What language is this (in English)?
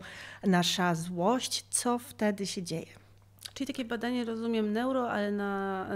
Polish